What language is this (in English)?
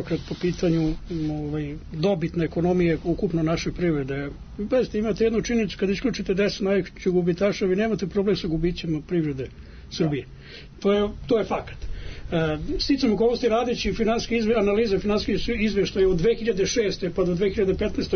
Serbian